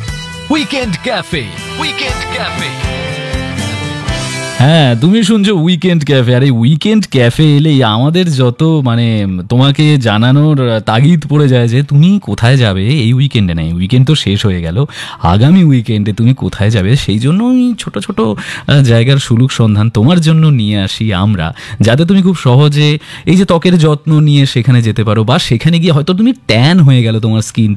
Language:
Bangla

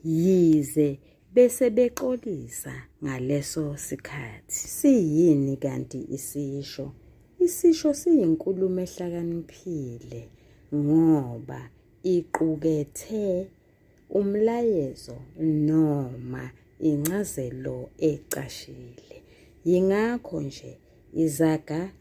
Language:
Zulu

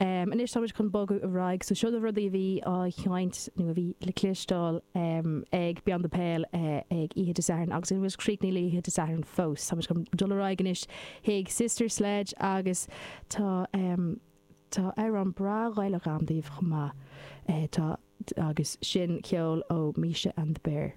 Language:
Irish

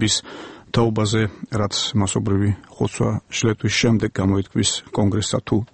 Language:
Georgian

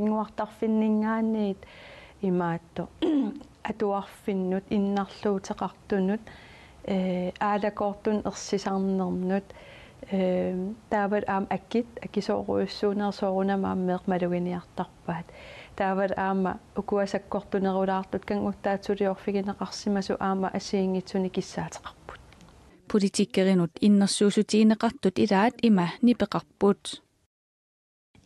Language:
Kalaallisut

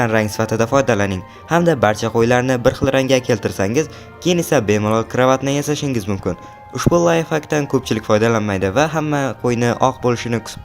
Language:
Uzbek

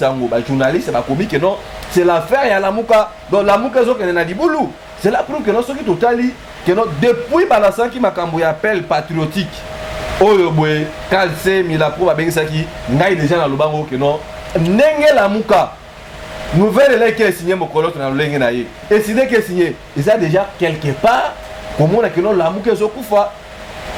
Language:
Lingala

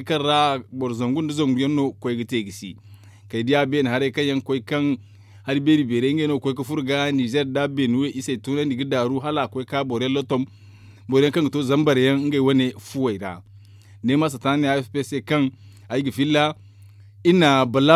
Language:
Zarma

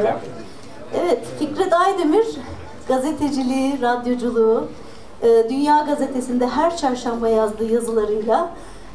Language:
Turkish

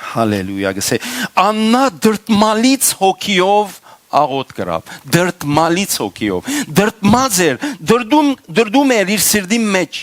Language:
Western Armenian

